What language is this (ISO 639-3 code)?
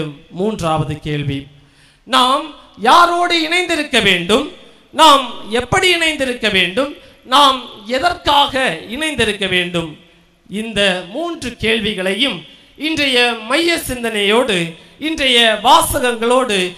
tam